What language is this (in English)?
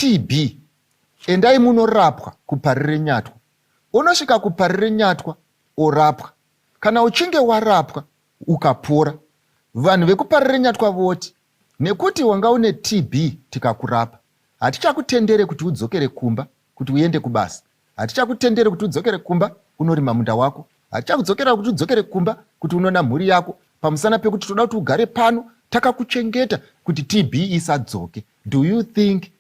Shona